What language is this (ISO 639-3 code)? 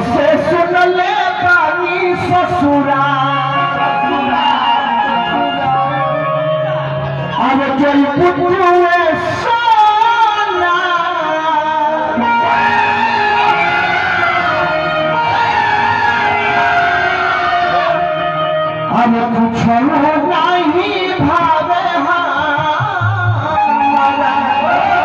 bho